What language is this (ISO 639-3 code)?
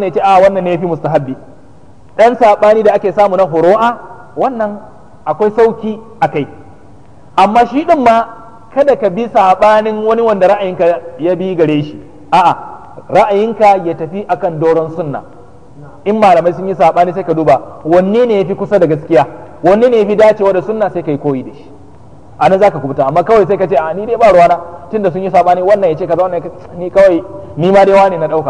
hau